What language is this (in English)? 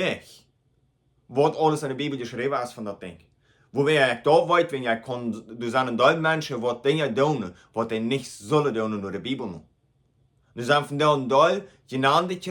Plautdietsch